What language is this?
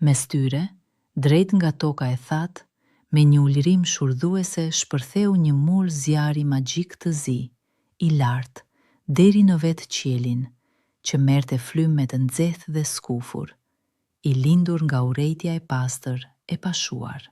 Albanian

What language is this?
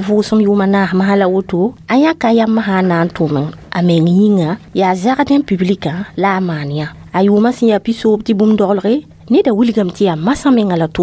Mossi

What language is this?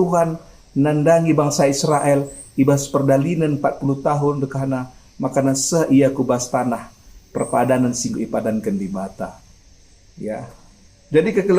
Batak Karo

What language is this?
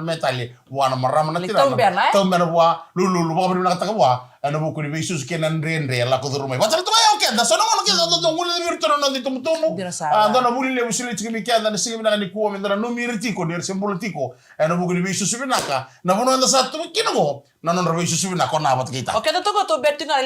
Fijian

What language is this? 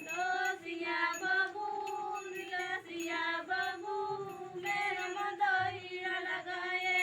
Santali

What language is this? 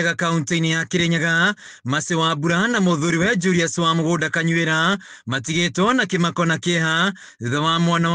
Kikuyu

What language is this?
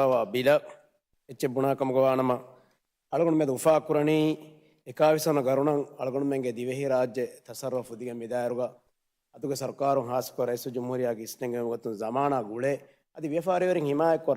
Divehi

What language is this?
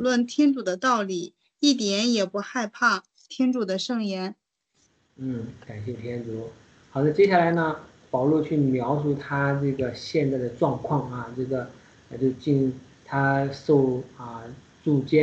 Chinese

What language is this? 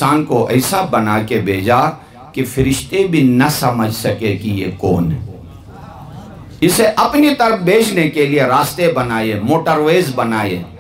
Urdu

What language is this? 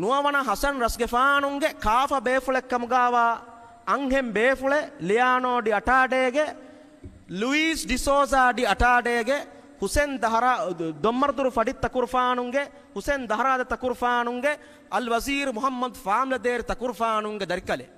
Divehi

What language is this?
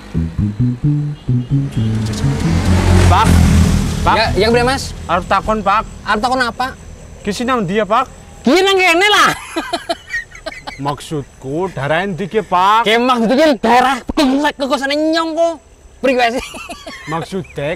Javanese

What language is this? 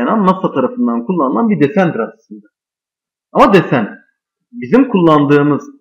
Turkish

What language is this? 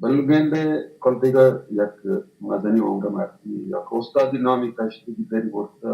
Baluchi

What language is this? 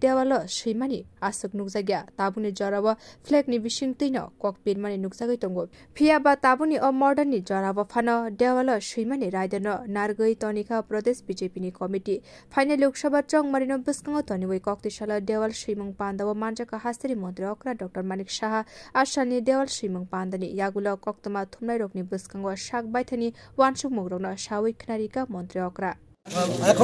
Kok Borok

